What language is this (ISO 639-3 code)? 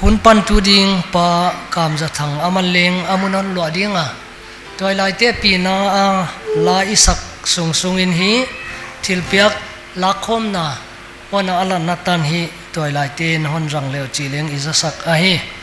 pck